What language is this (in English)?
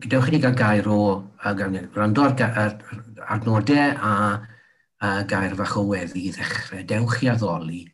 Welsh